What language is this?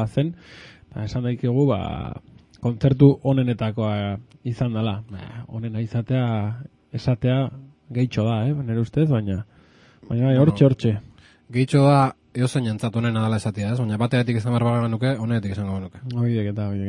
Basque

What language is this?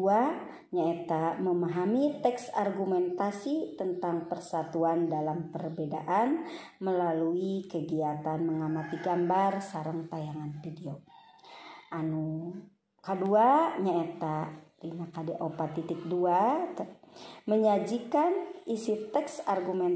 Sundanese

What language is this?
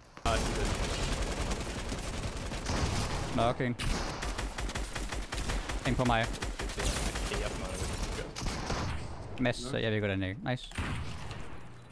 Danish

